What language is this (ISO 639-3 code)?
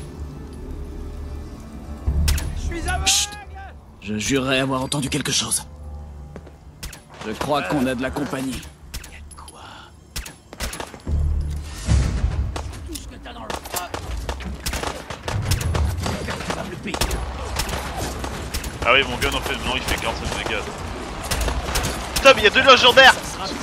fra